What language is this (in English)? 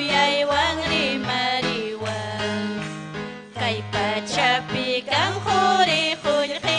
Ayacucho Quechua